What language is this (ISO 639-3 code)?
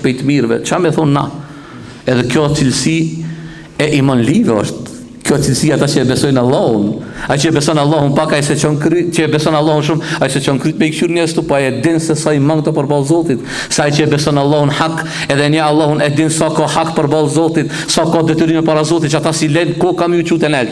sqi